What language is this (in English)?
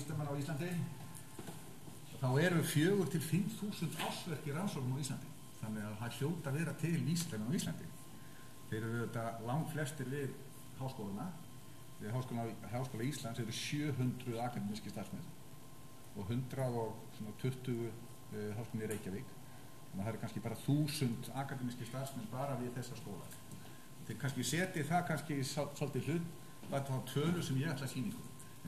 Icelandic